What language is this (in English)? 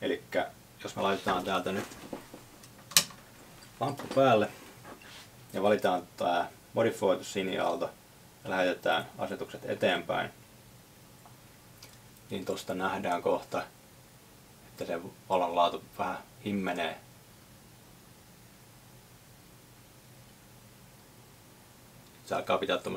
Finnish